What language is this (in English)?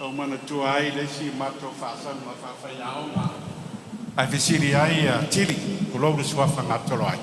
Samoan